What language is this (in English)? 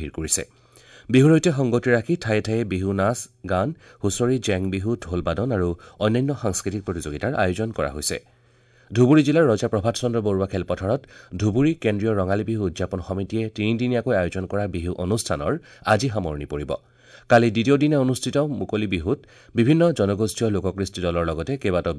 Assamese